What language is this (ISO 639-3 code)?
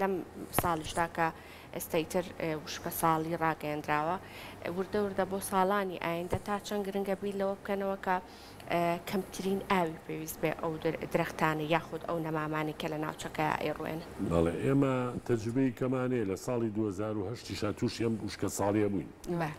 ckb